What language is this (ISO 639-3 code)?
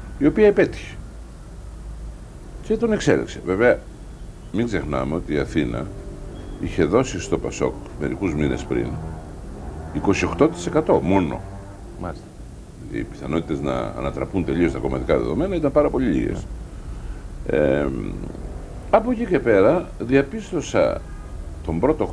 ell